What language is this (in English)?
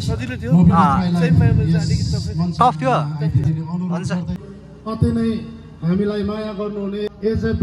Nepali